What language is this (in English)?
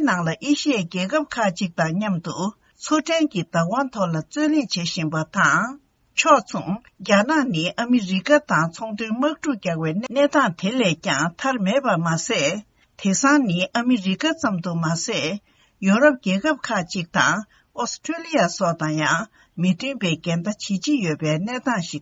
Tibetan